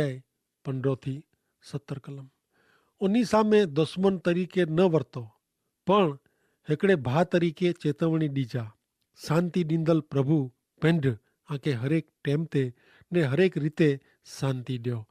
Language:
Kachhi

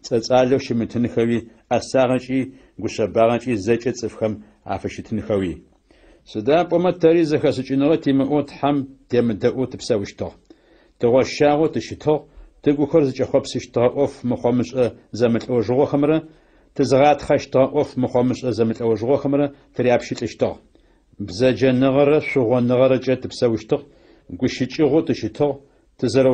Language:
Adyghe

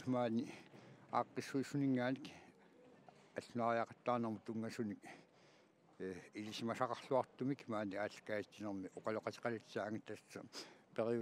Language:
Kalaallisut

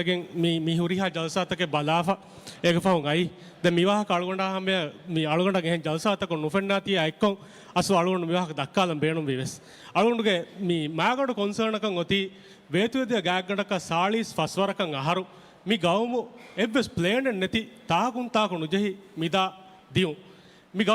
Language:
Divehi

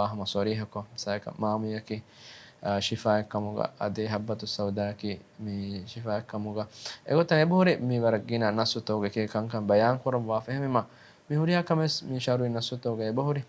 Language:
Divehi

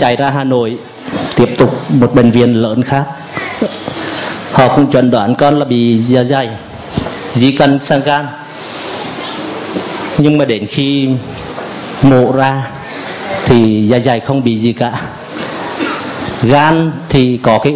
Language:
Vietnamese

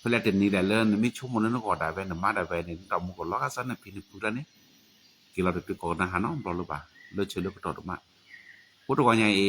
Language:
S'gaw Karen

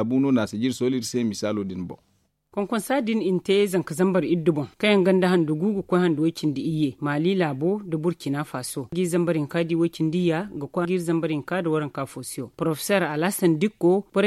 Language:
Zarma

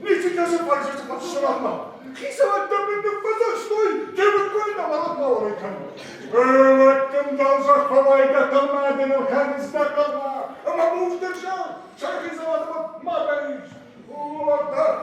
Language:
Ossetic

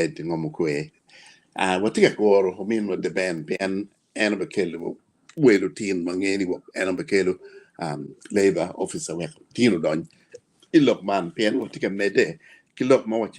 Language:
Acoli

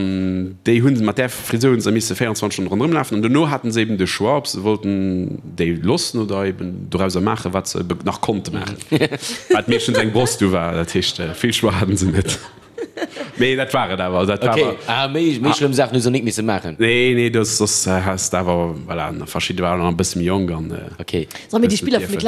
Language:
Luxembourgish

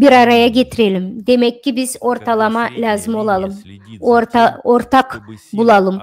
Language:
Gagauz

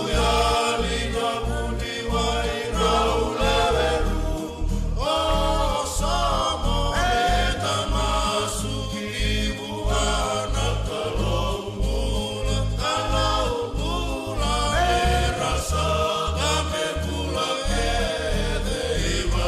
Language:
Fijian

